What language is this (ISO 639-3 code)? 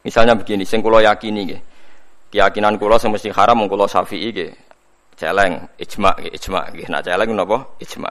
jav